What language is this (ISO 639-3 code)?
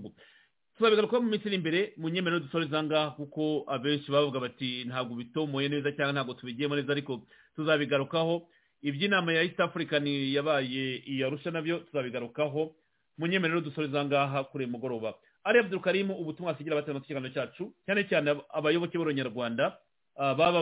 kin